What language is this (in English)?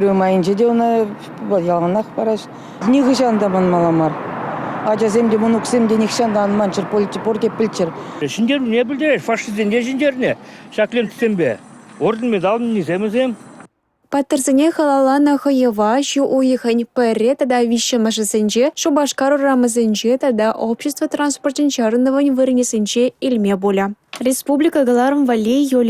Chuvash